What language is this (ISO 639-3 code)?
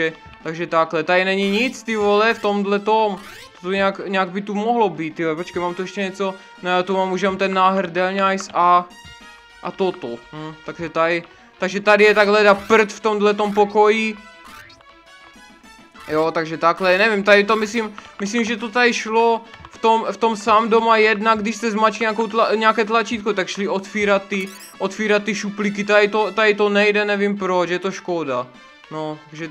ces